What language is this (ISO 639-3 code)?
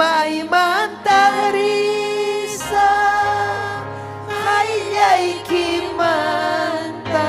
quy